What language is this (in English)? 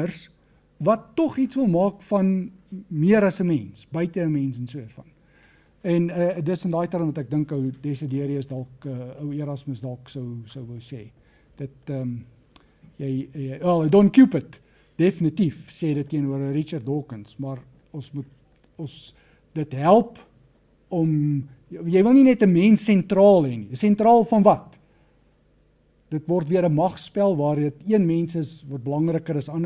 Afrikaans